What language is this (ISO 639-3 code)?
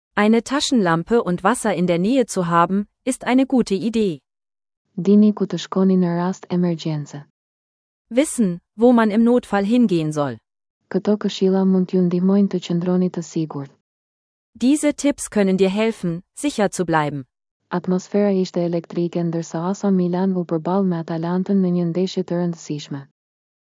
sqi